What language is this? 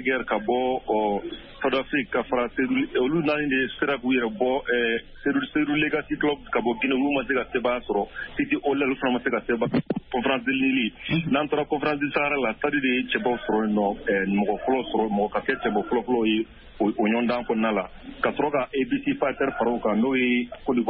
Bambara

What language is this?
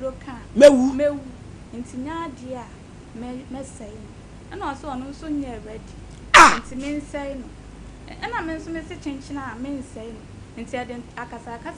Akan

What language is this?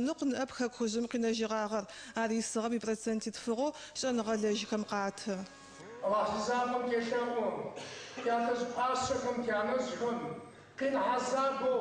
Adyghe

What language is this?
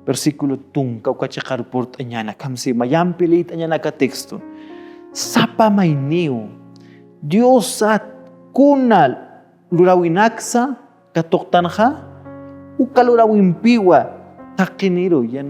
Aymara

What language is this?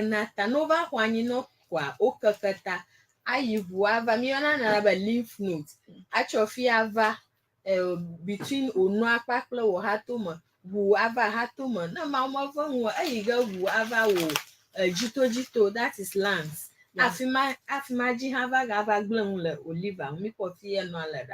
Ewe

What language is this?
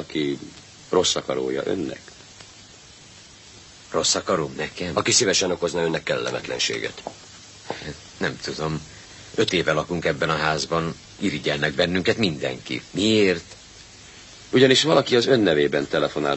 Hungarian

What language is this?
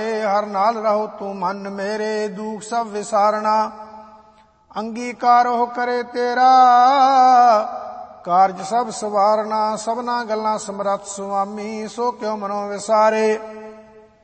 Punjabi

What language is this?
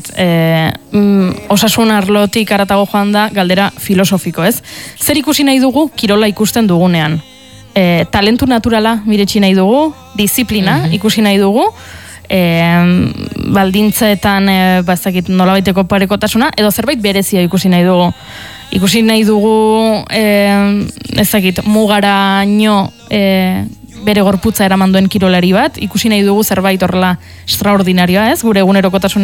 Basque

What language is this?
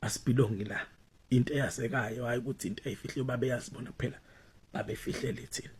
Zulu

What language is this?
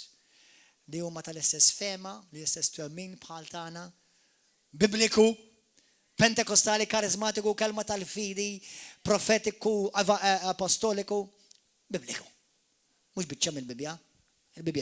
Maltese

